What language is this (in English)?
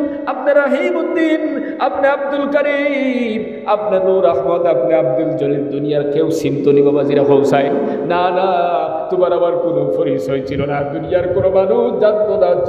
Sylheti